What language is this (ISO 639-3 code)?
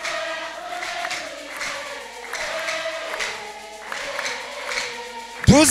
kin